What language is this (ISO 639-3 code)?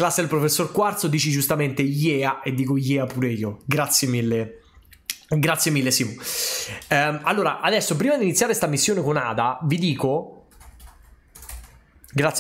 ita